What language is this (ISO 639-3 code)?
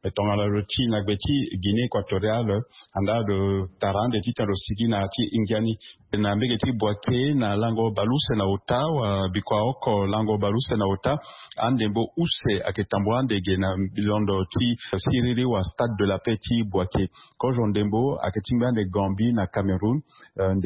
sag